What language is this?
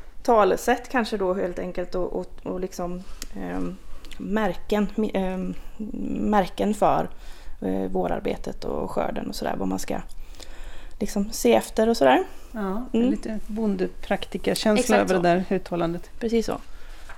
Swedish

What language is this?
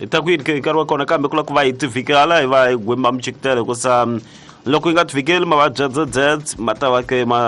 Tsonga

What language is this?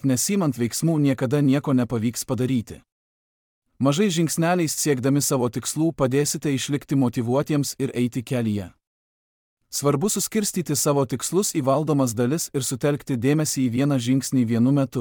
Lithuanian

